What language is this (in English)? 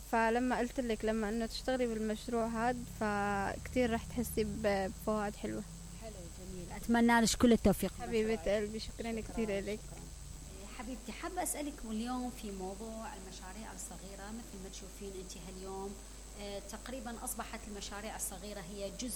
Mesopotamian Arabic